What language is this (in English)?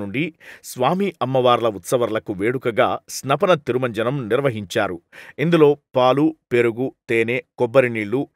Telugu